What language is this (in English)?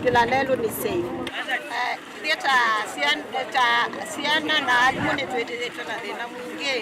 Kamba